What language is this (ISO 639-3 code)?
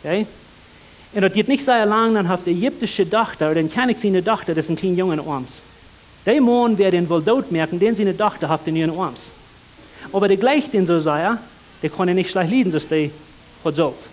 pdt